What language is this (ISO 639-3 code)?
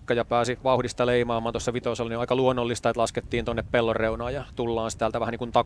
fin